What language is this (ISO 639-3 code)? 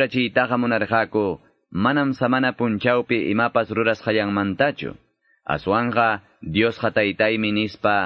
que